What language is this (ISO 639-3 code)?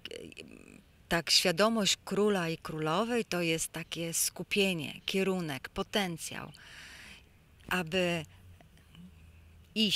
pol